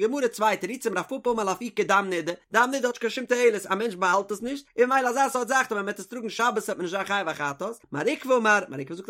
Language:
Yiddish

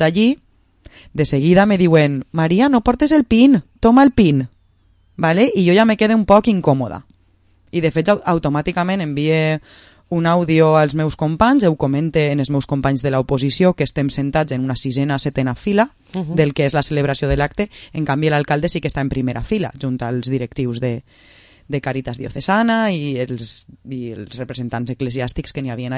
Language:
Catalan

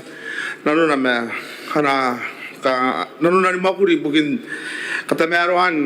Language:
Gilbertese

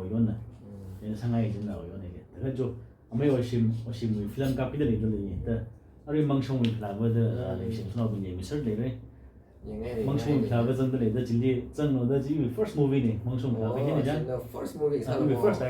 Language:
Tangkhul Naga (India)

